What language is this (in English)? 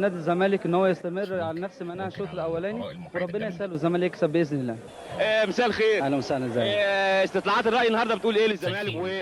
Egyptian Arabic